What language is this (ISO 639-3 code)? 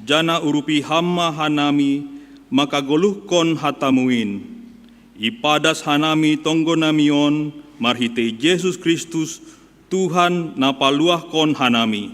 bts